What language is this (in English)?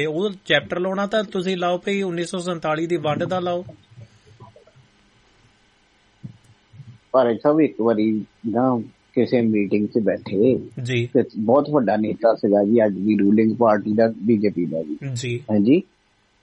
Punjabi